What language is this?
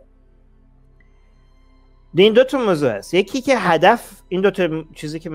Persian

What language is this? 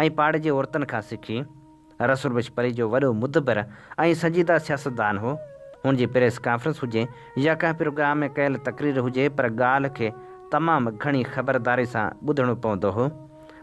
Sindhi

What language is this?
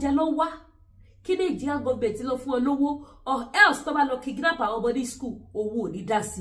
Yoruba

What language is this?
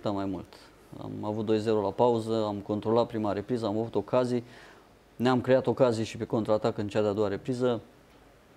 Romanian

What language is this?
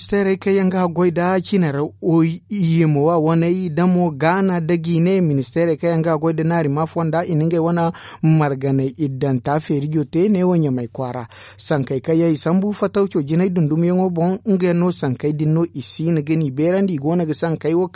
Zarma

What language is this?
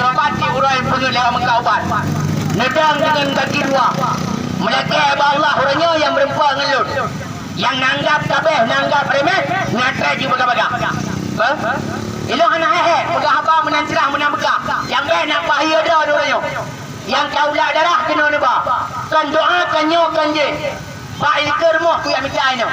Achinese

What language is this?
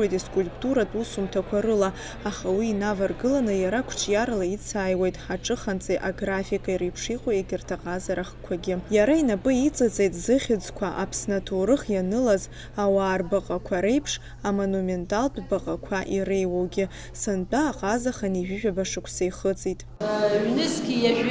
Abkhazian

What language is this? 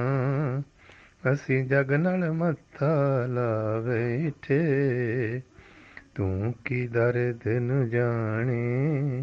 Punjabi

